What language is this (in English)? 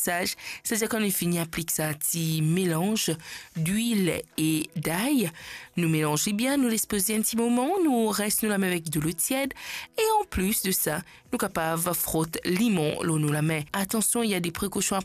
Morisyen